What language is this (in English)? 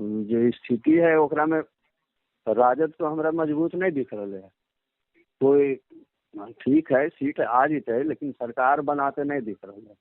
Magahi